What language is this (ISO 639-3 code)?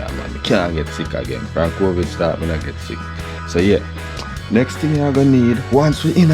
jam